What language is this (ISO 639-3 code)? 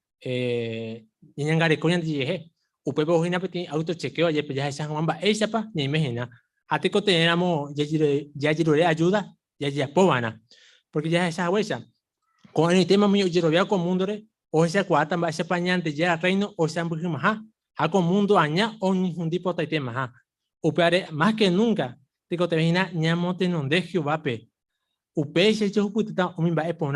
grn